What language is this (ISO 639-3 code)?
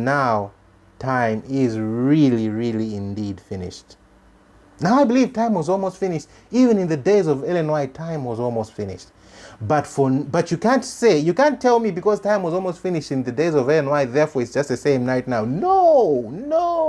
eng